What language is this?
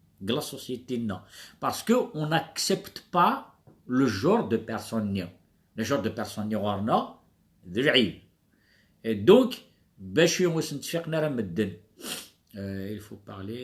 Kabyle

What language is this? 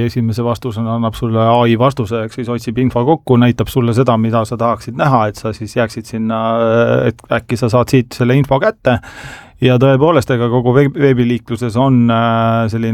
Estonian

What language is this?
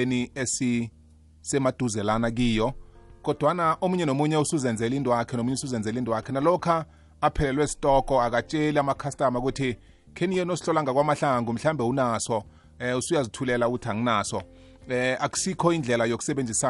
South Ndebele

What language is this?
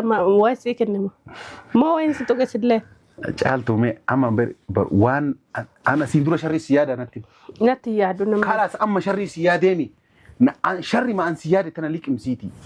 Oromo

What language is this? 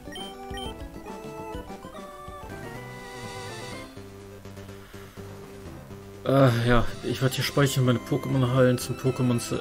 German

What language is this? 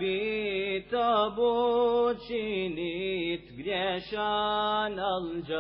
Bosnian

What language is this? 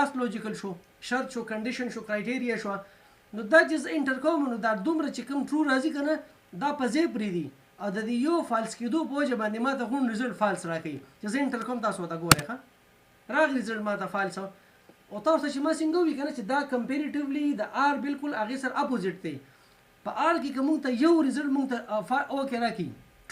Pashto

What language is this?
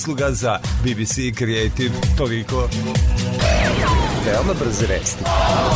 Serbian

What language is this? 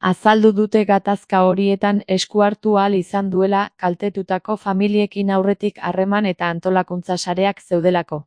Basque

